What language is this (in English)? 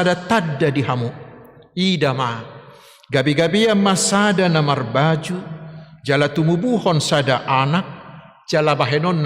Batak Toba